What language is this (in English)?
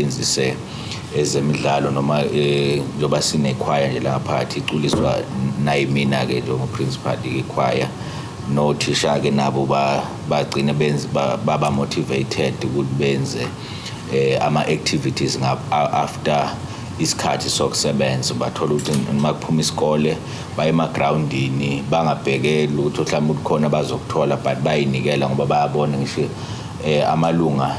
Zulu